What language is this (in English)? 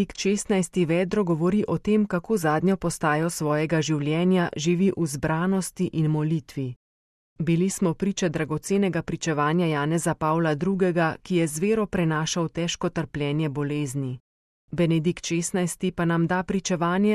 Slovenian